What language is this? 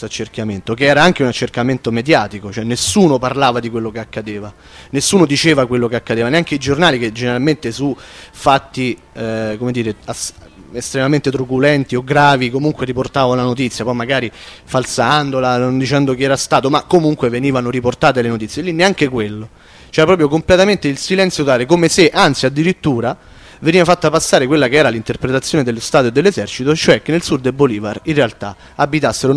Italian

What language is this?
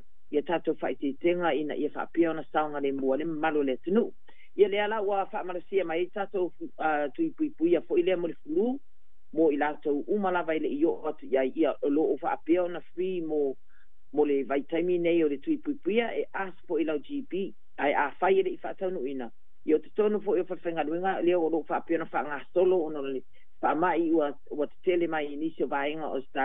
Samoan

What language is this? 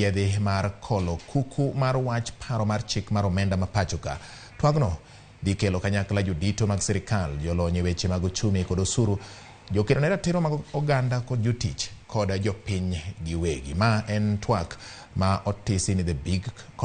Luo (Kenya and Tanzania)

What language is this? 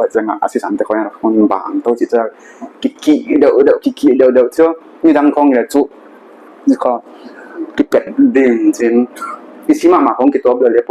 Paite Chin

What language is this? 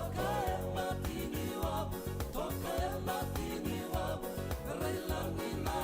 Fijian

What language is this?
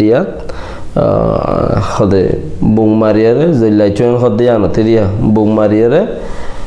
Rohingya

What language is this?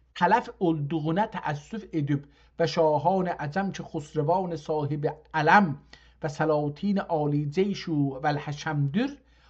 South Azerbaijani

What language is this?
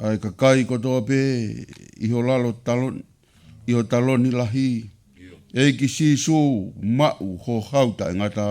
Tongan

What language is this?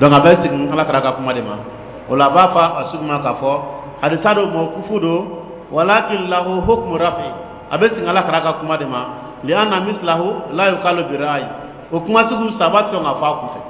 Dyula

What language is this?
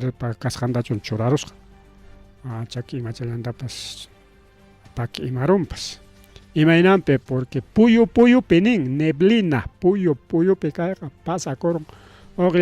Ayacucho Quechua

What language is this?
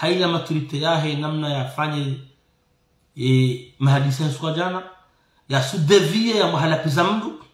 Ngazidja Comorian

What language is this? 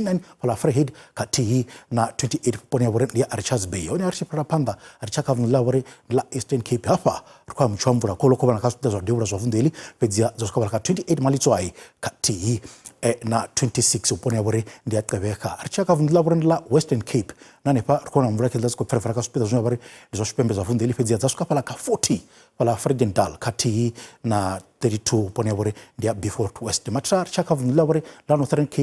Venda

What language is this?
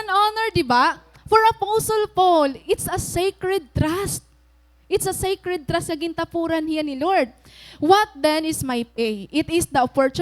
Waray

